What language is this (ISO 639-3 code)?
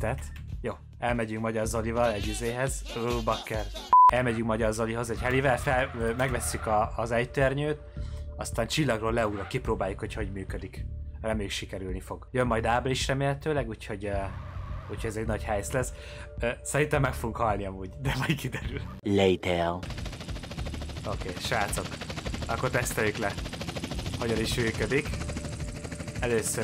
hun